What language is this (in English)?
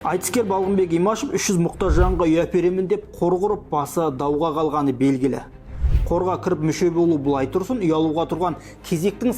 Kazakh